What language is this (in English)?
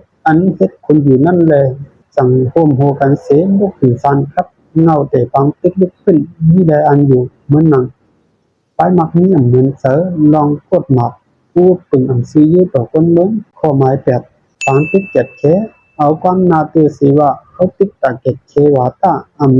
Shan